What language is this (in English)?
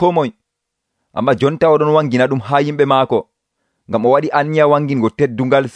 Nigerian Fulfulde